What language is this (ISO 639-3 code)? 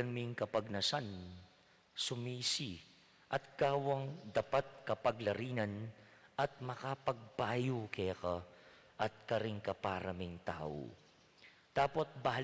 pam